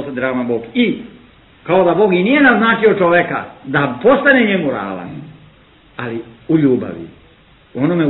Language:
Serbian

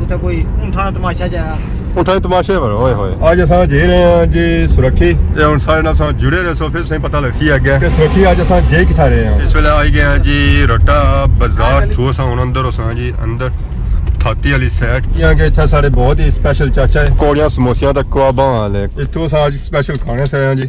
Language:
Pahari-Potwari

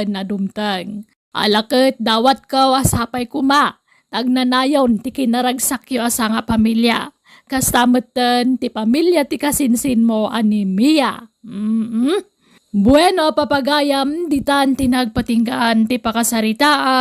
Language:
Iloko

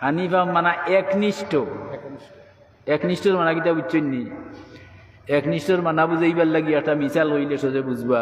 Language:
Sylheti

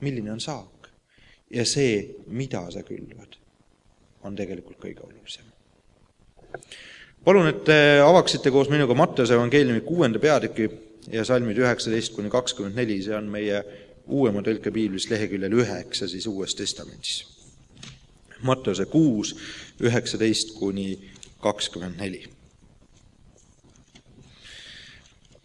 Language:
Estonian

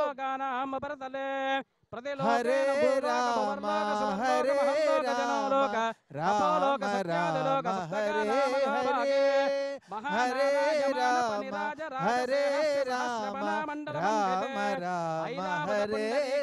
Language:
Telugu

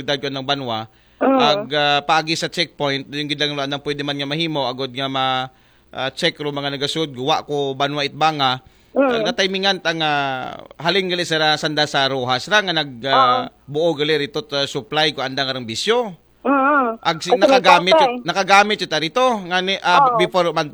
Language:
Aklanon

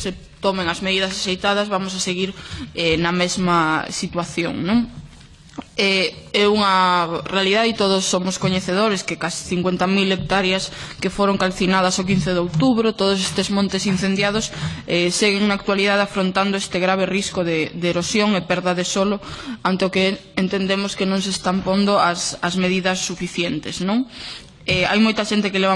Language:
Galician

